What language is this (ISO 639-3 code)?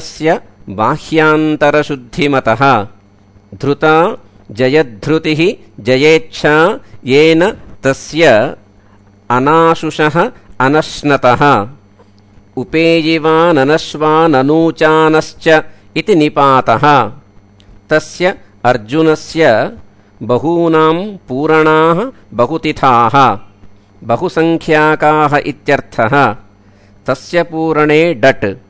san